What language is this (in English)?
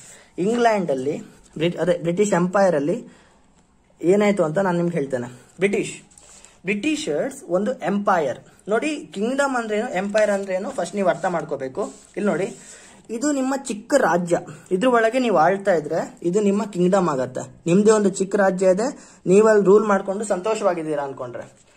Kannada